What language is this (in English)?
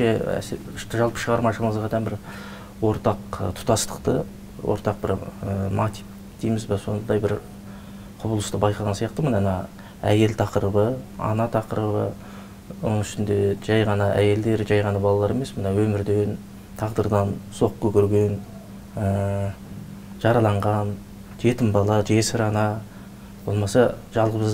Kazakh